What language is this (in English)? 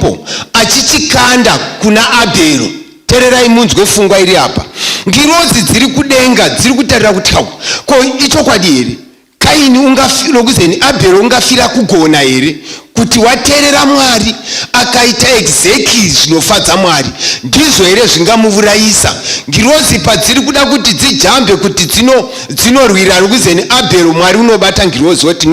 Shona